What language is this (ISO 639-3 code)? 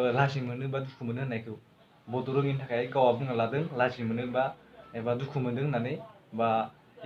brx